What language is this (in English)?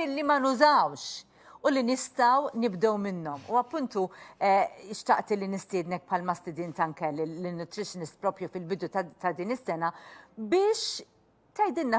Maltese